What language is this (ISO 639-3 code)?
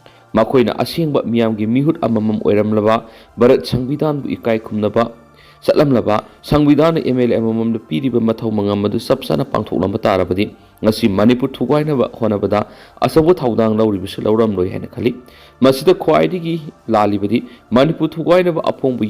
mni